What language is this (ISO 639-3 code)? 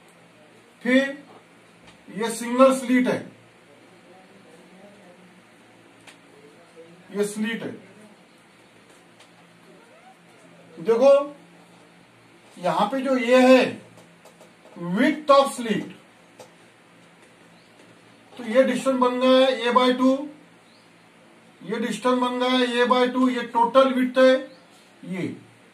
hin